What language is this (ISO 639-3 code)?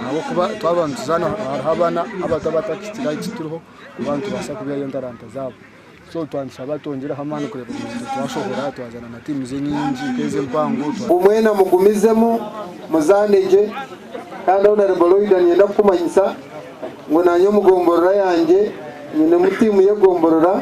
nyn